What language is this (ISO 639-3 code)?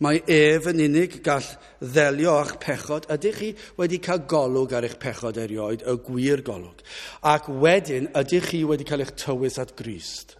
cym